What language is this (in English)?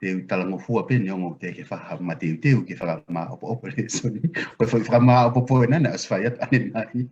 Tongan